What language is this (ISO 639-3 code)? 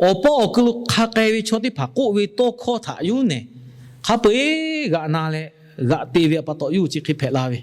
lhu